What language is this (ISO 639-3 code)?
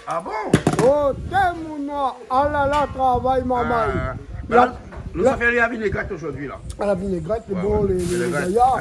rcf